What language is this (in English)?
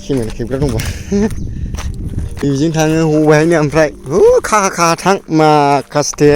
Bodo